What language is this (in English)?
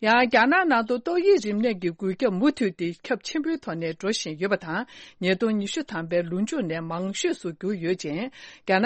Tibetan